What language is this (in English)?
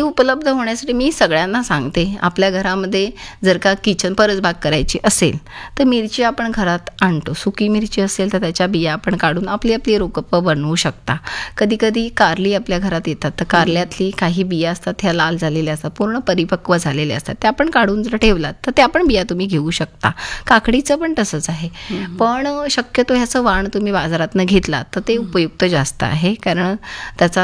Marathi